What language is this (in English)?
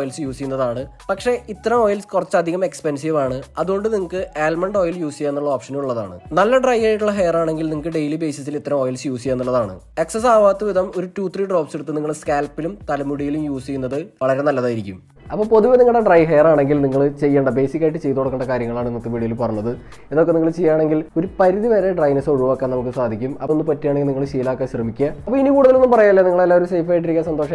Malayalam